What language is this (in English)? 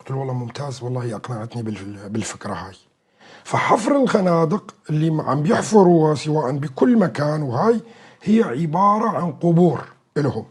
North Levantine Arabic